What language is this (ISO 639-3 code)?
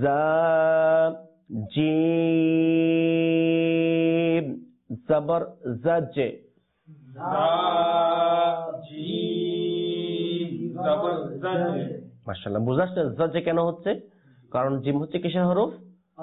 ben